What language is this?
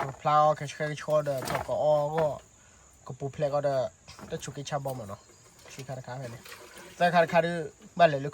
S'gaw Karen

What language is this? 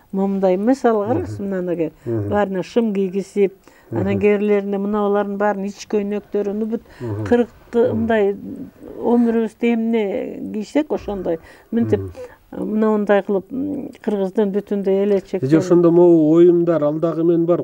Kyrgyz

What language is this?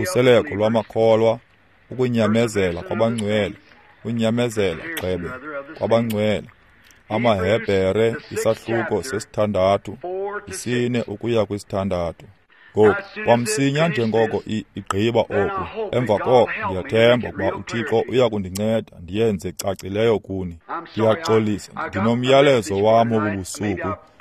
Xhosa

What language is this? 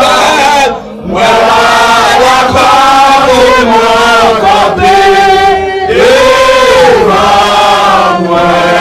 Haitian Creole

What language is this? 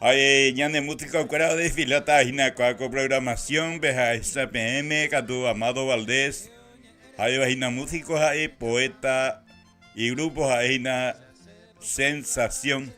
Guarani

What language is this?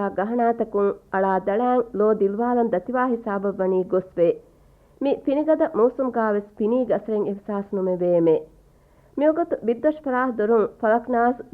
Divehi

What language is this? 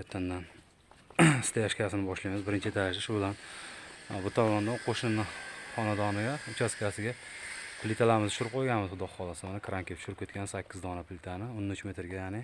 Uzbek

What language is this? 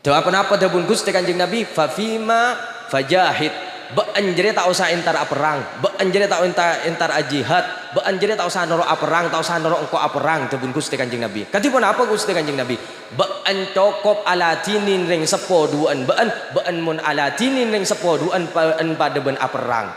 Madurese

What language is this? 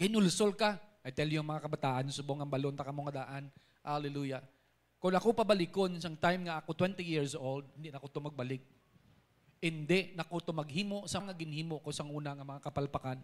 Hiligaynon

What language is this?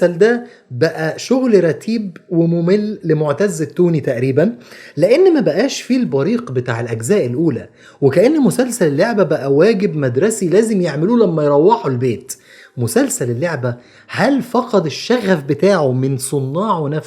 Egyptian Arabic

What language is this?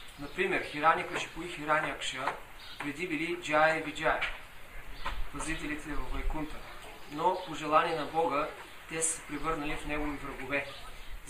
Bulgarian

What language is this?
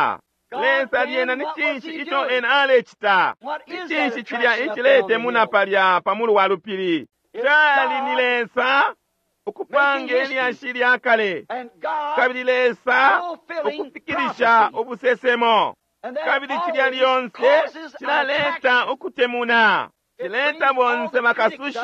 Bemba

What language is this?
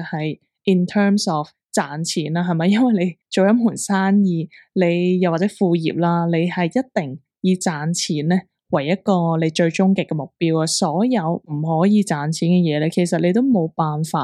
Cantonese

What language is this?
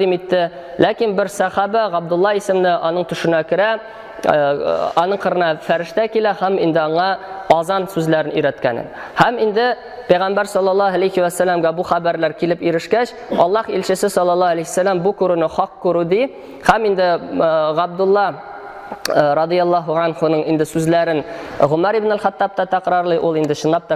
Tatar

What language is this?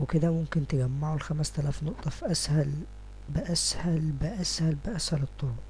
Egyptian Arabic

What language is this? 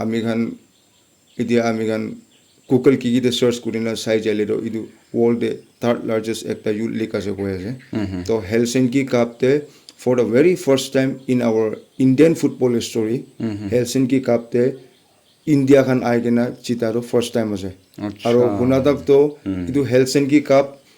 Naga Pidgin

